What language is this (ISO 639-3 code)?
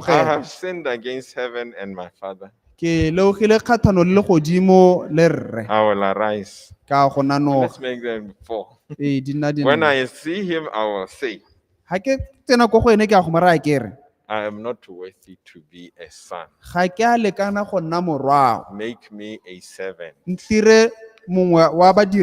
tsn